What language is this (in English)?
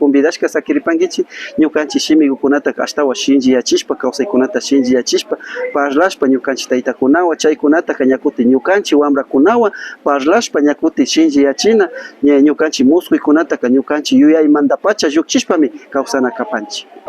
Imbabura Highland Quichua